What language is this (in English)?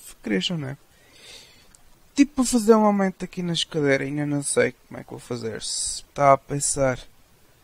Portuguese